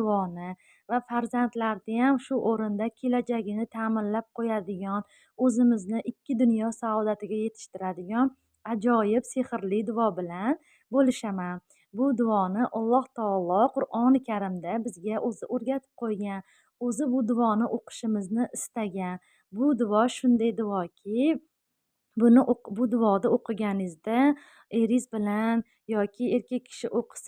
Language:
Uzbek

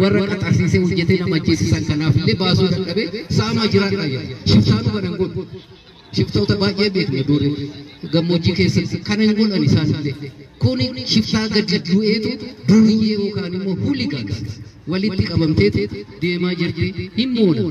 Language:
Oromo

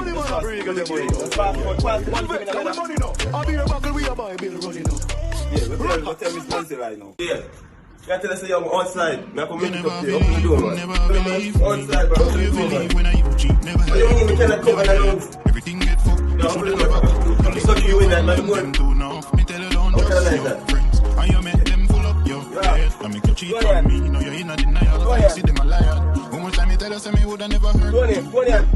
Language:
Jamaican Creole English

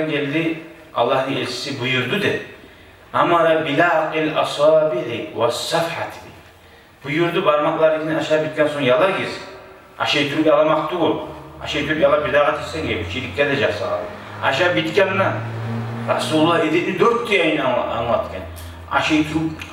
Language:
Kumyk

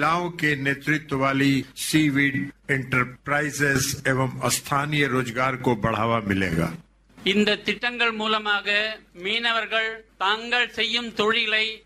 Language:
Tamil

